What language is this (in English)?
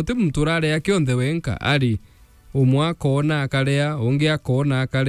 Meru